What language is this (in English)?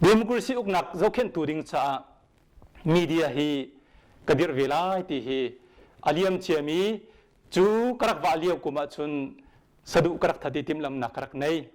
Hakha Chin